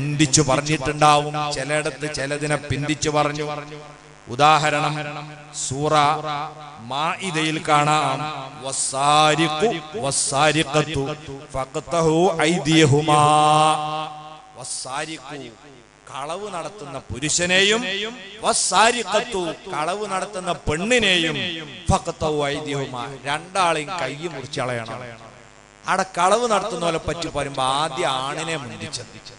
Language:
Malayalam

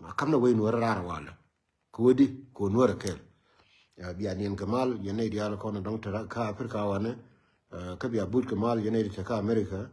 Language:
Nuer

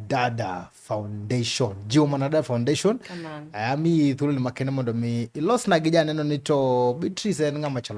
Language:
Luo (Kenya and Tanzania)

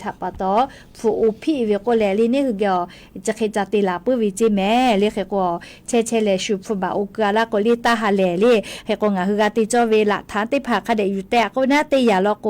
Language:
Lahu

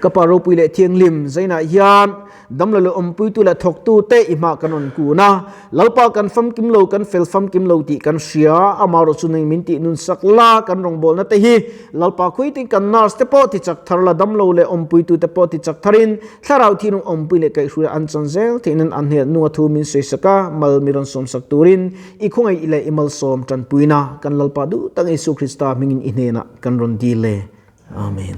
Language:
Mizo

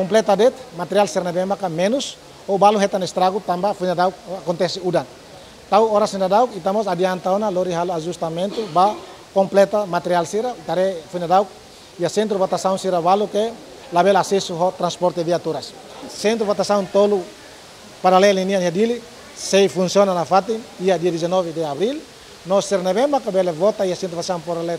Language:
Tetum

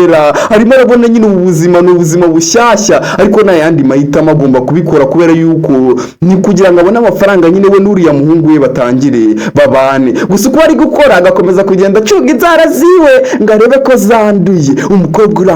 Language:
Kinyarwanda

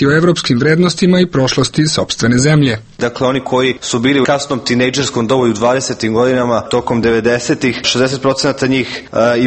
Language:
Serbian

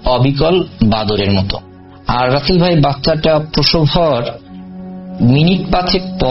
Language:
Bangla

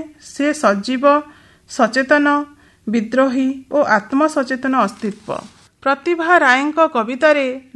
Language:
Odia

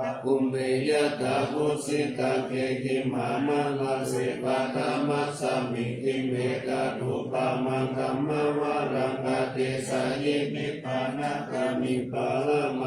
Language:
Pali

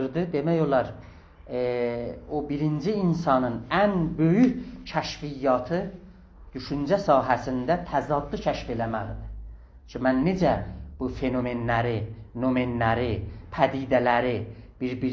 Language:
South Azerbaijani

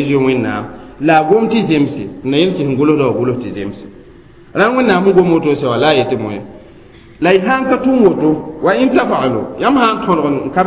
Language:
Mossi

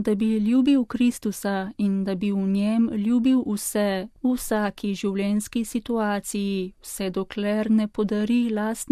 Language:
Slovenian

